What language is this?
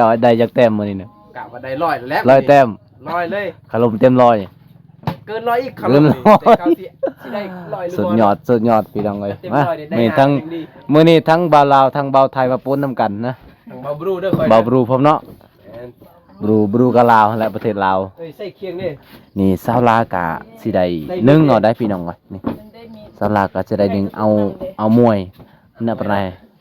Lao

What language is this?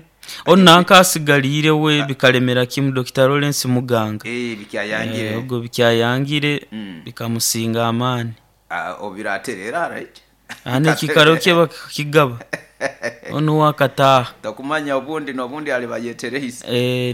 Nyoro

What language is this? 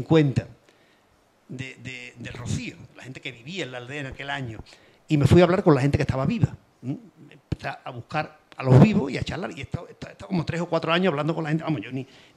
Spanish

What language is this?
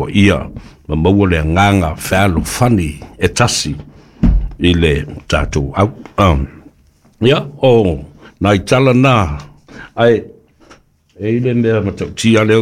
Samoan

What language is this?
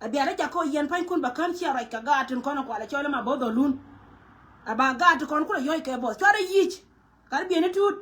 Nuer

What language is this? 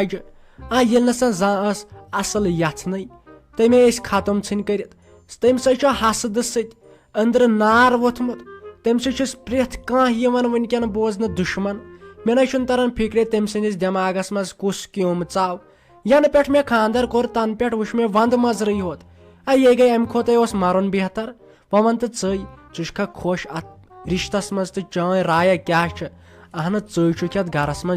Kashmiri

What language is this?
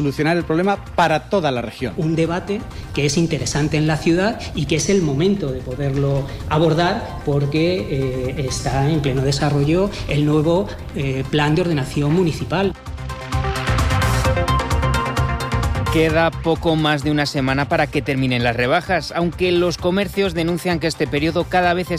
Spanish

